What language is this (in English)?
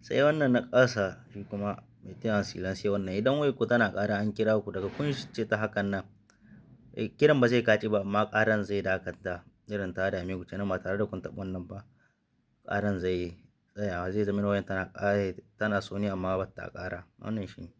Hausa